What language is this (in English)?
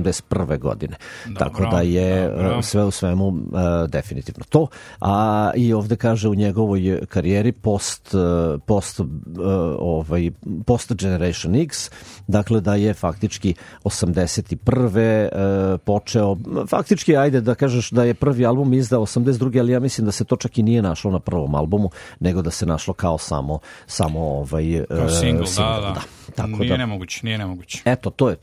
Serbian